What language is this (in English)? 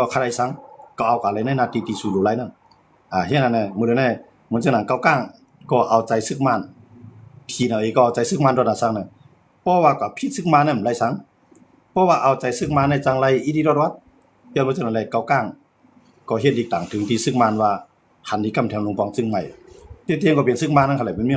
Shan